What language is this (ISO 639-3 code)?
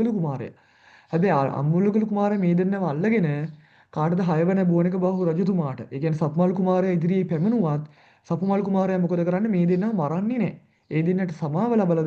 sin